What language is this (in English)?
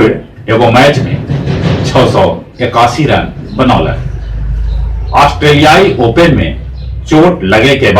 Magahi